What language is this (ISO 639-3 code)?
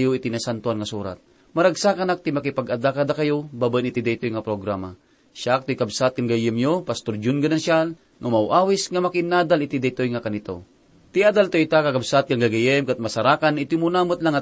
ilo